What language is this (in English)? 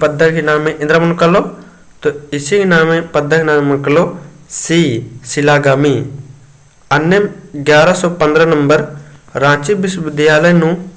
Kurukh